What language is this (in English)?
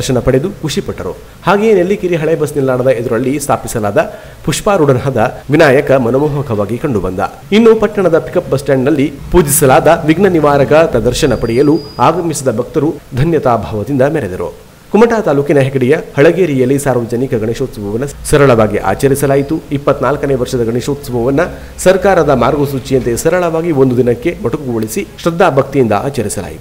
Kannada